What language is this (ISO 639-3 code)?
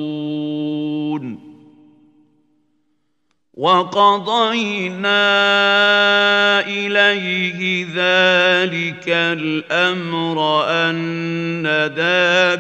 ara